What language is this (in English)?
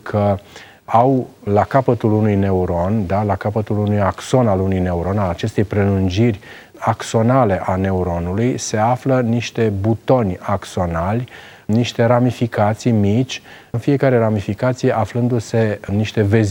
Romanian